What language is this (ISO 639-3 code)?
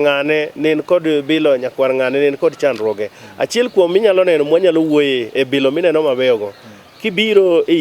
luo